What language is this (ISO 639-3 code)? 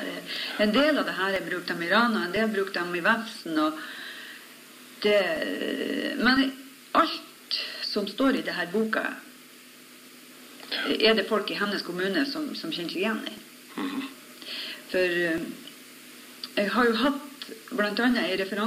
nor